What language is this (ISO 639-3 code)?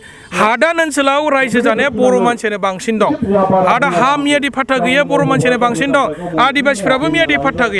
brx